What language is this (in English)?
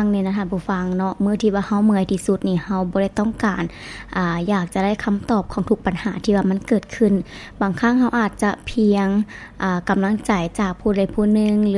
Lao